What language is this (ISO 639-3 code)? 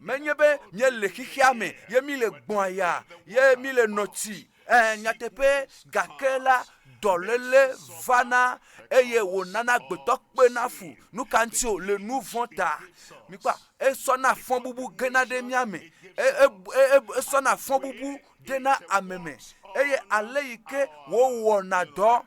ewe